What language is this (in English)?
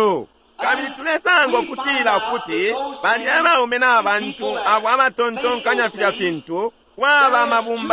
Bemba